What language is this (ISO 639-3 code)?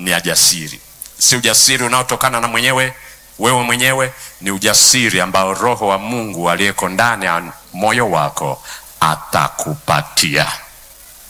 swa